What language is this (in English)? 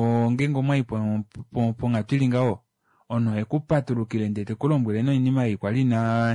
Kuanyama